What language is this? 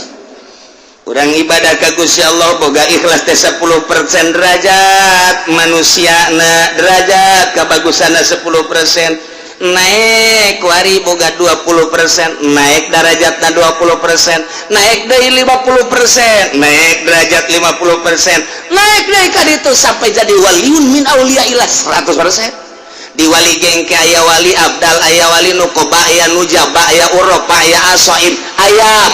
Sundanese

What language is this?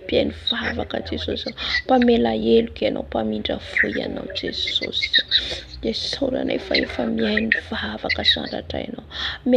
Malagasy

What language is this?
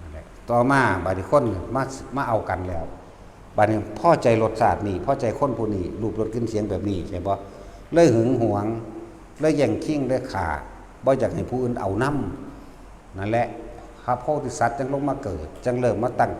Northeastern Thai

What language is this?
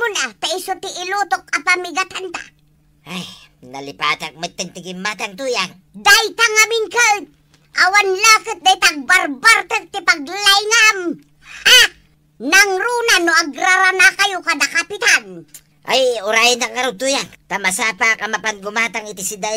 Iloko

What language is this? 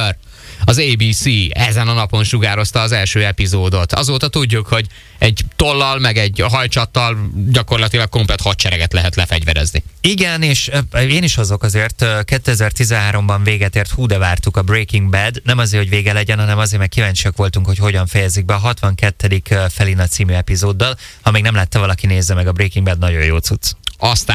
Hungarian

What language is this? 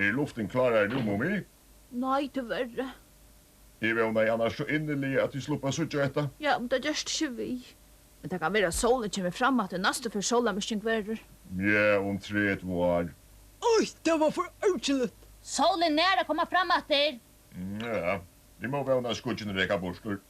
Faroese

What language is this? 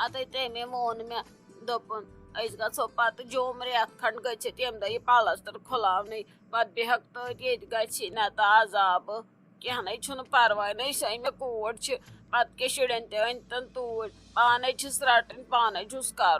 Kashmiri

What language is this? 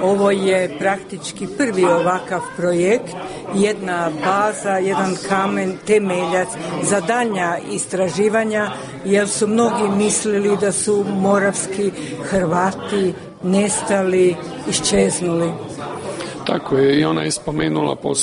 Croatian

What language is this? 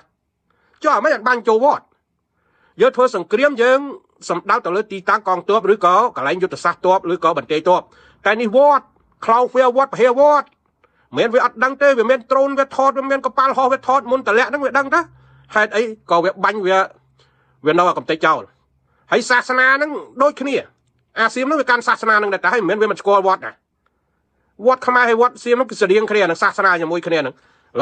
Khmer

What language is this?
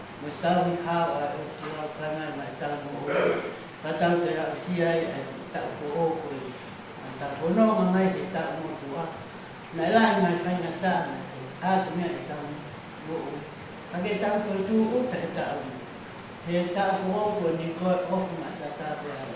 Tongan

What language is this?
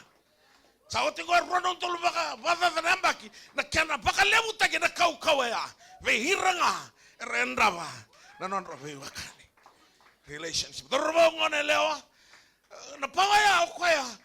Fijian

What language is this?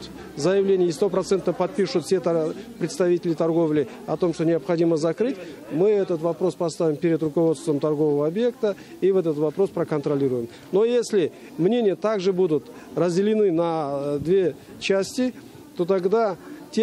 Russian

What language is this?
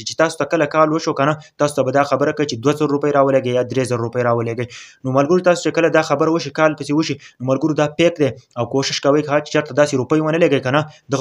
Pashto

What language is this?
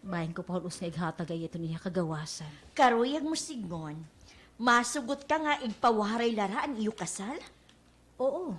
Waray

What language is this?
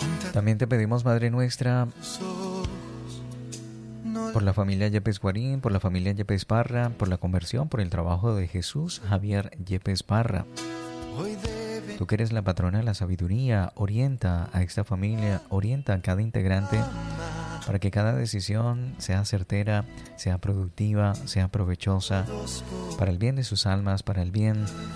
Spanish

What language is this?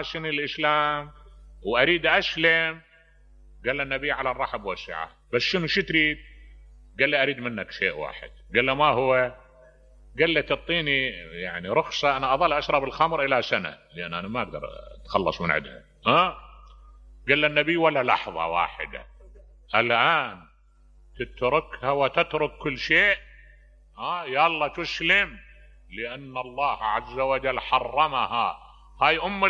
Mesopotamian Arabic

